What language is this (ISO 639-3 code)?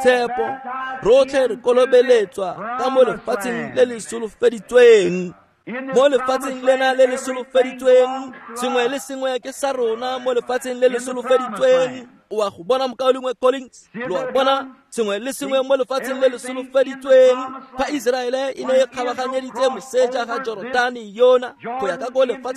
tsn